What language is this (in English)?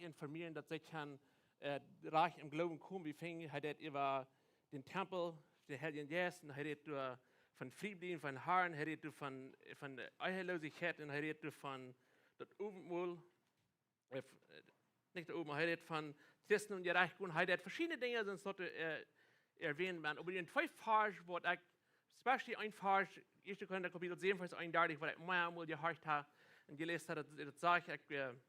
Plautdietsch